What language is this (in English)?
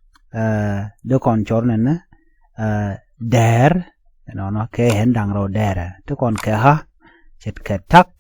Nuer